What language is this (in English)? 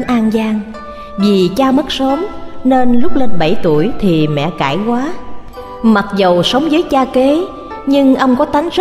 Vietnamese